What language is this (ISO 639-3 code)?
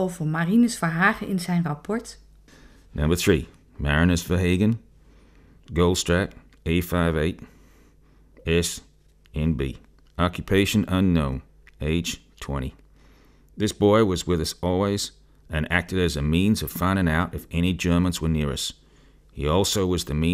nld